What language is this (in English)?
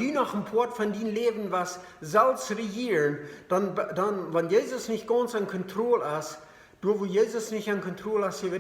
Plautdietsch